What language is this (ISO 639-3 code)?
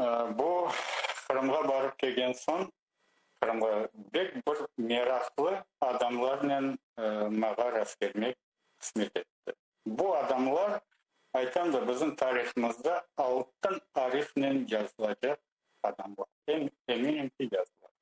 crh